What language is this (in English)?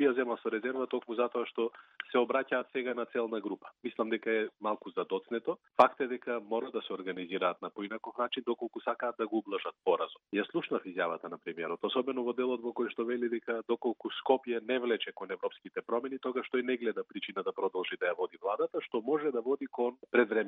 Macedonian